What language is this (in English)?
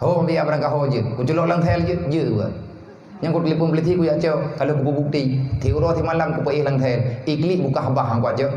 Achinese